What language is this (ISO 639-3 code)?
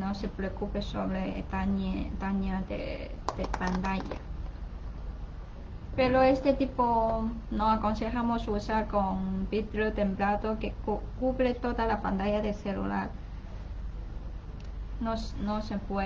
spa